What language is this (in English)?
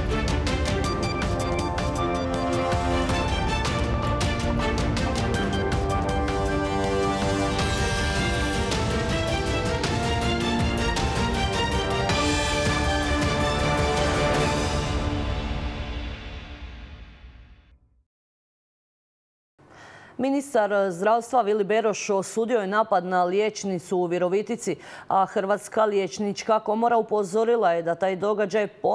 Croatian